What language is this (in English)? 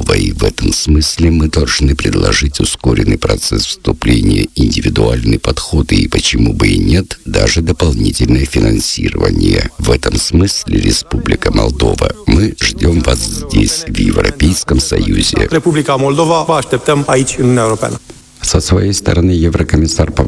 Russian